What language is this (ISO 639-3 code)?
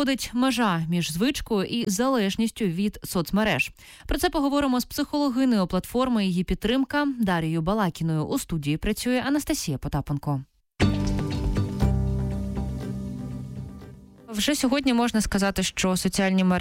ukr